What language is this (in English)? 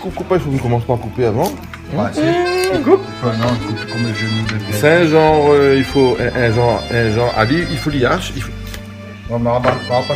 Réunion Creole French